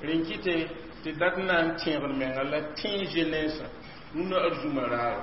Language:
Mossi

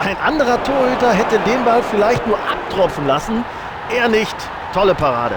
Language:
Bavarian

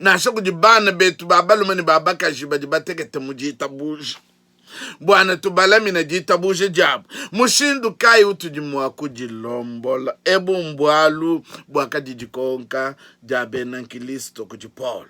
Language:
Luba-Lulua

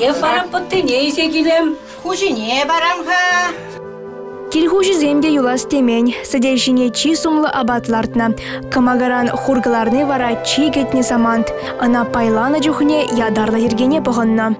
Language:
Chuvash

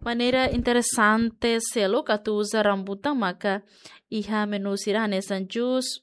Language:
Tetum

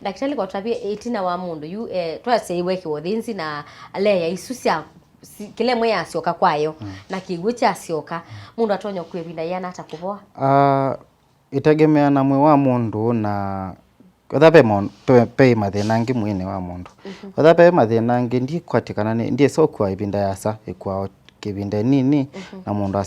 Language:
Kamba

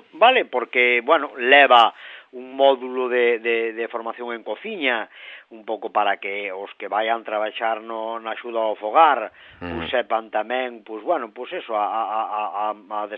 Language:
Galician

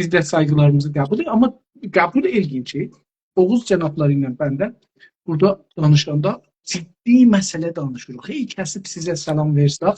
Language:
South Azerbaijani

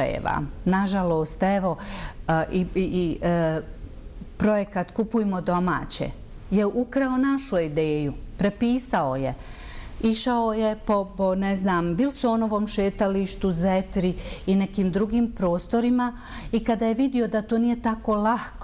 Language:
Bosnian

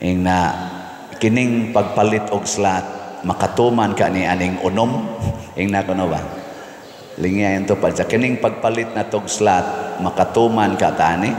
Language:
Cebuano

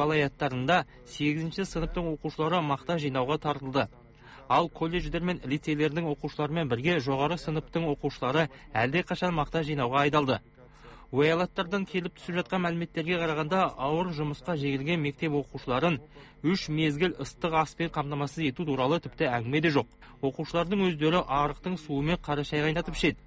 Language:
Kazakh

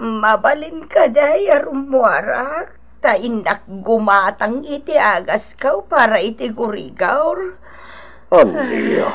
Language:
Iloko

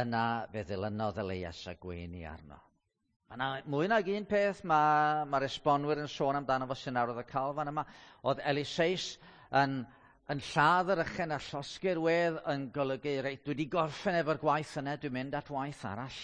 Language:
Welsh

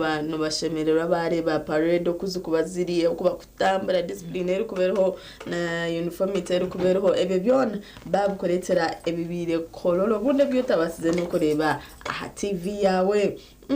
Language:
Nyankole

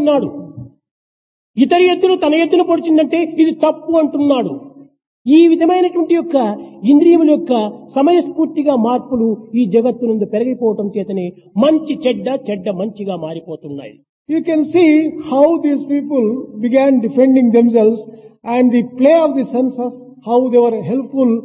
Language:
Telugu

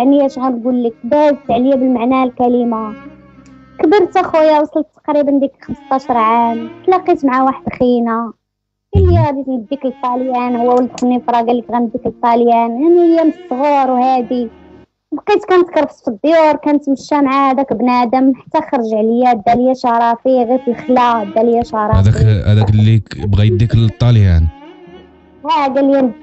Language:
Moroccan Arabic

